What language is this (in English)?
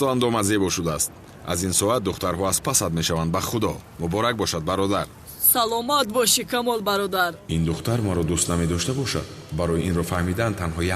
Tajik